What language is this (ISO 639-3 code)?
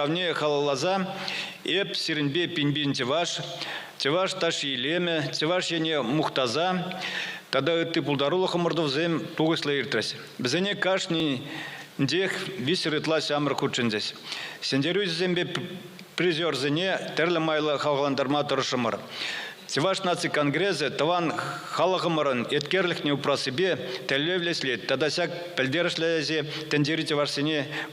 chv